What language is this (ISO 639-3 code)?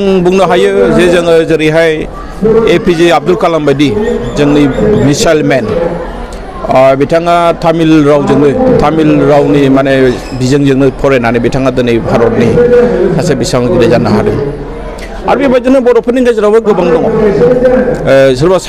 brx